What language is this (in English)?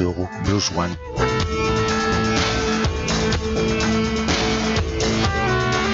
Basque